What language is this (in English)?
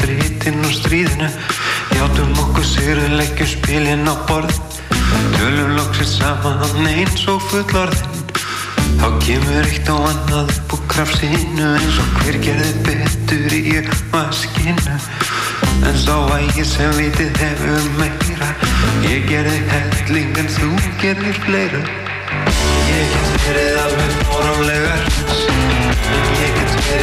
Icelandic